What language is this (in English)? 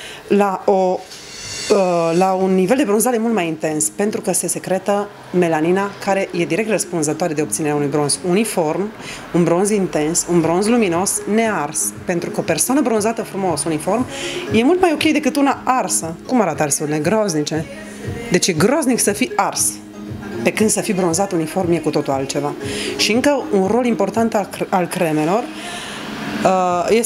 Romanian